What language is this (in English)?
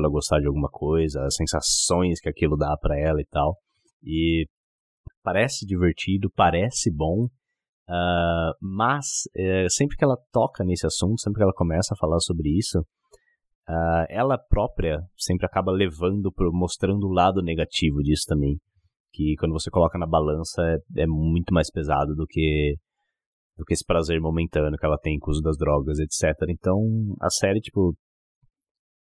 Portuguese